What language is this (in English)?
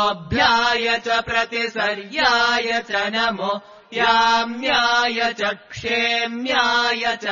Sanskrit